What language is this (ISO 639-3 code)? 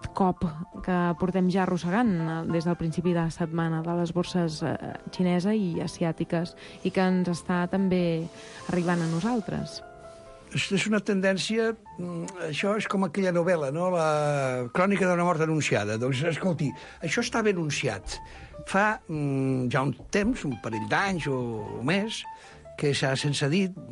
cat